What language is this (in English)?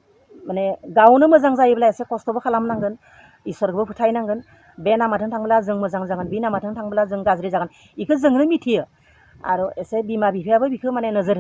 Bodo